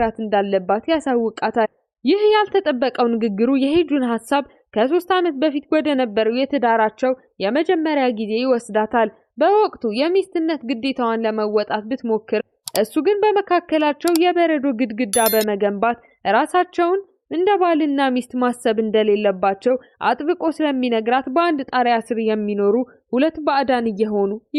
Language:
Amharic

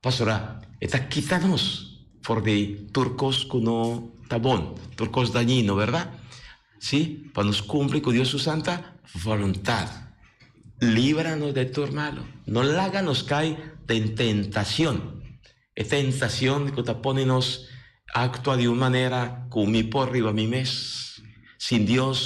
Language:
Papiamento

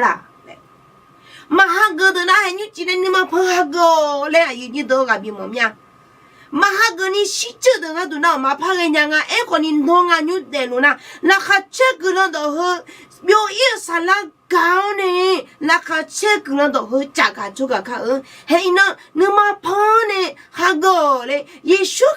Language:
Akha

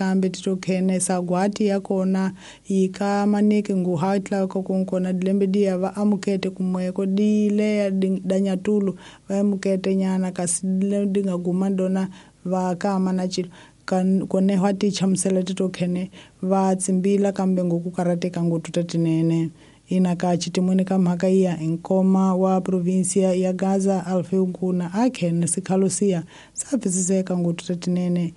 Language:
Tsonga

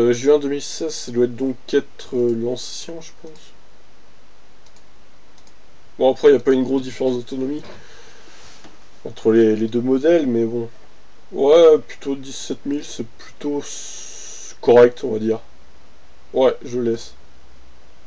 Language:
French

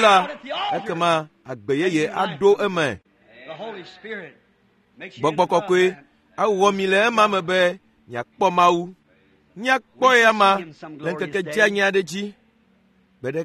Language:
Ewe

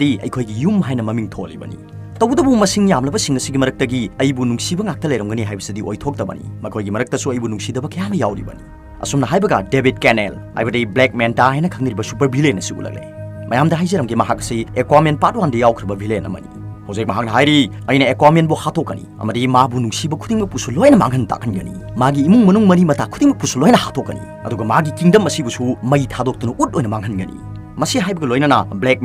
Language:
Manipuri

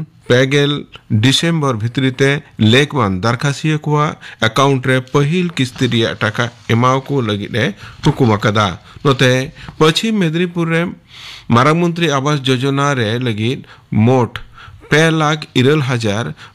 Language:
Santali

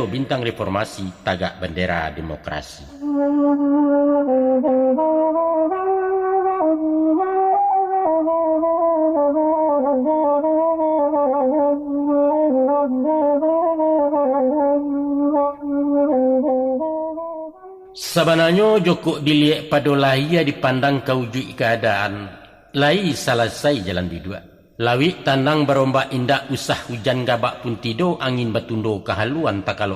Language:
Minangkabau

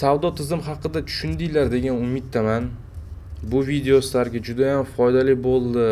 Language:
Uzbek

